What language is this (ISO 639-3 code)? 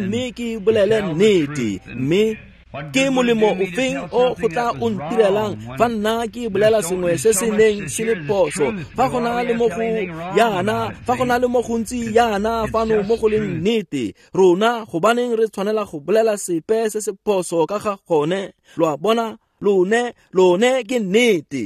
tsn